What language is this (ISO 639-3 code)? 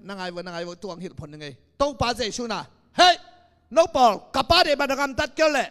ctd